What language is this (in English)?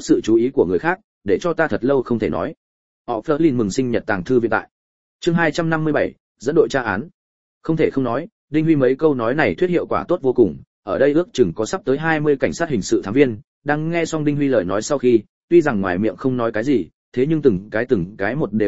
Vietnamese